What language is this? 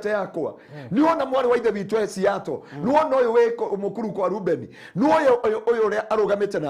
Kikuyu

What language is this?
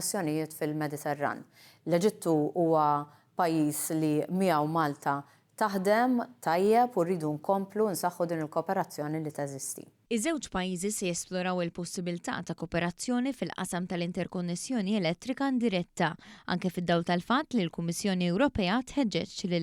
Maltese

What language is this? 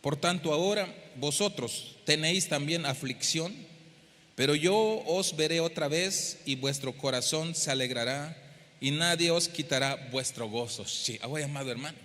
Tzeltal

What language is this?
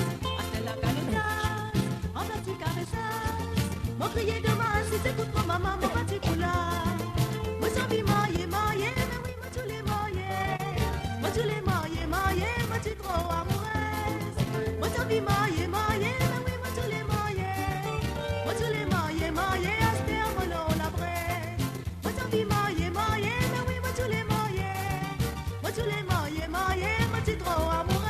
Morisyen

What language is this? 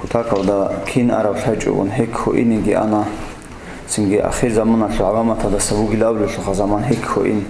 Avaric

